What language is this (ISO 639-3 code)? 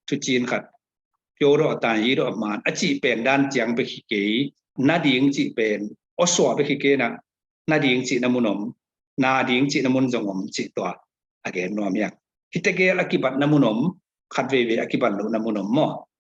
ctd